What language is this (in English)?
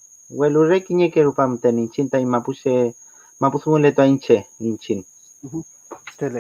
Mapuche